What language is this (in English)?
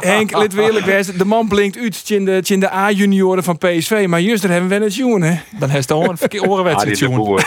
Western Frisian